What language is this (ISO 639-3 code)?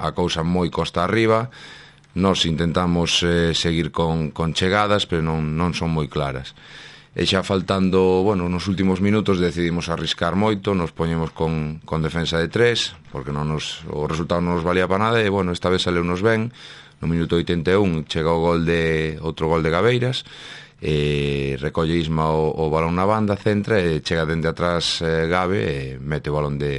glg